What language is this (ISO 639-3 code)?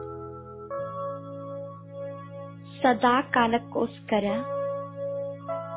kan